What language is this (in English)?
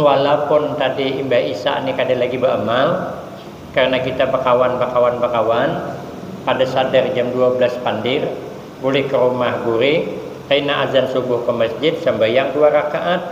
Banjar